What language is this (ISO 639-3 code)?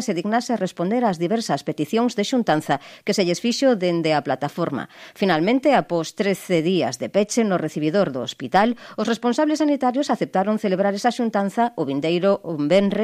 glg